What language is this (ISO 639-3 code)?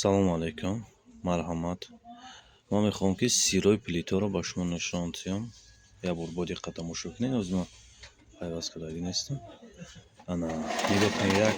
tgk